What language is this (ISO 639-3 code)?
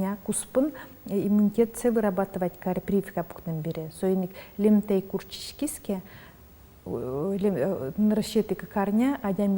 udm